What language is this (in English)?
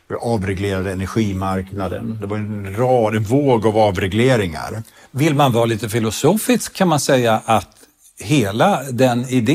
Swedish